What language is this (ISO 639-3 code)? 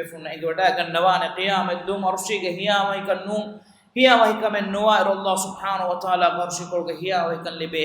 div